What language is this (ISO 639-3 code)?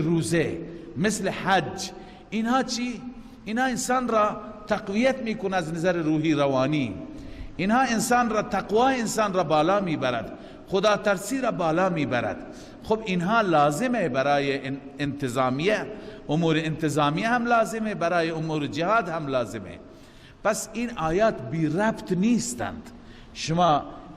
fas